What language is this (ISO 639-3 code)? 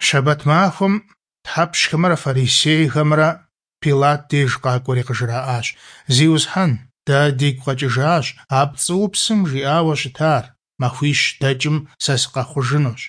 kbd